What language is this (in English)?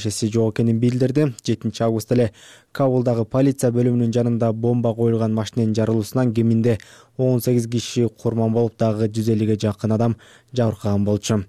Kyrgyz